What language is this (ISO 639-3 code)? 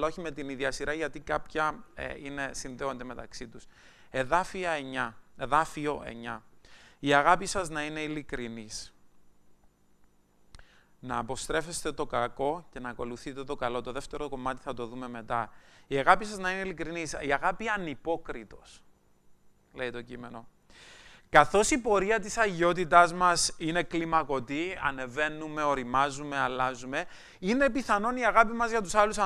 ell